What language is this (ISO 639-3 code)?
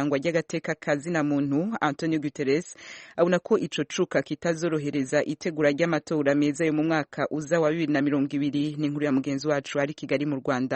run